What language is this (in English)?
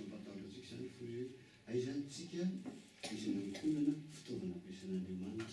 Malagasy